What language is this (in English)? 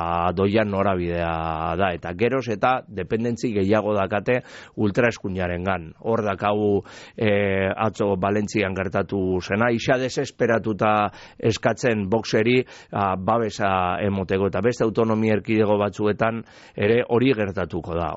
Basque